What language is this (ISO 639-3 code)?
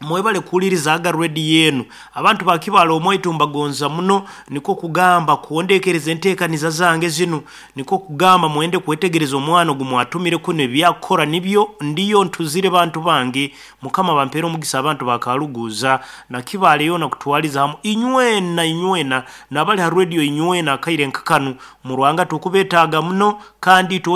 nyo